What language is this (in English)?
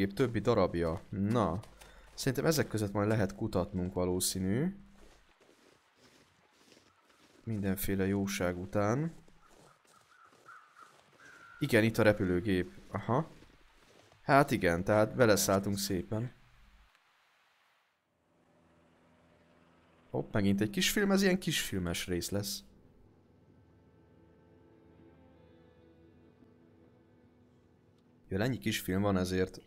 Hungarian